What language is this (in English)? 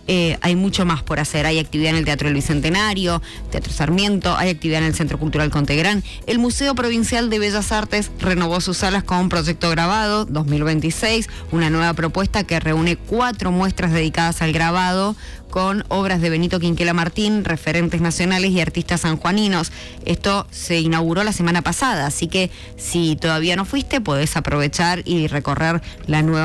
Spanish